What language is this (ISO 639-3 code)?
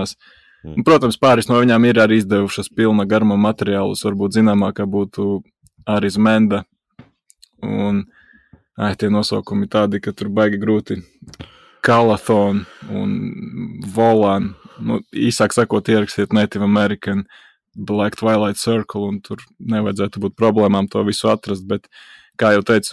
lav